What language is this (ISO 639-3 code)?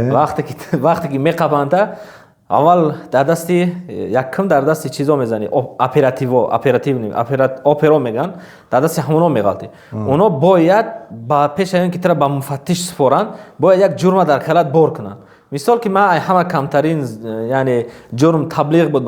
tgk